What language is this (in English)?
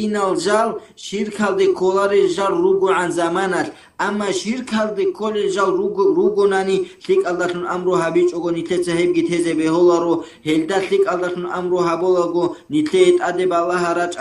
Avaric